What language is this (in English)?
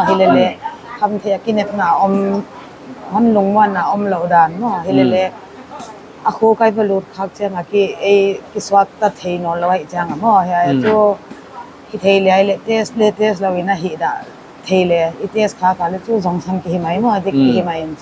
Paite Chin